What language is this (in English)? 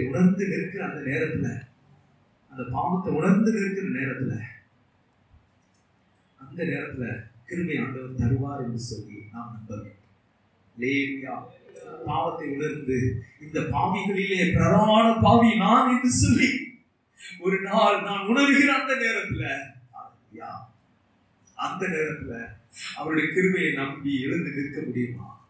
Tamil